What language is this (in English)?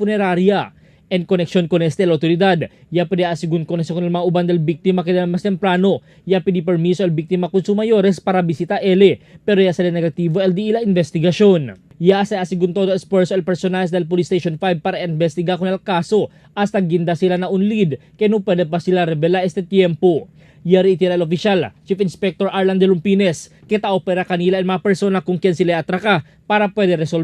Chavacano